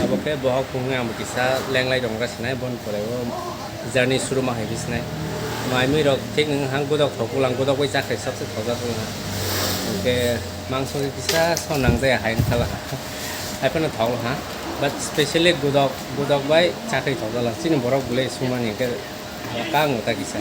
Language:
Kok Borok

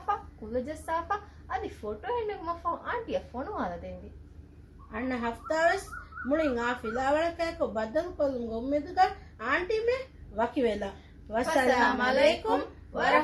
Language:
Divehi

